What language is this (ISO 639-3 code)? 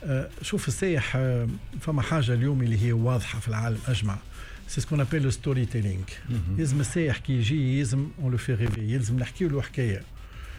aeb